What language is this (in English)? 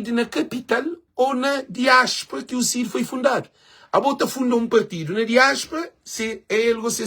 Kabuverdianu